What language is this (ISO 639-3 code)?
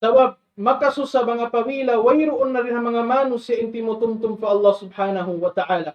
tsg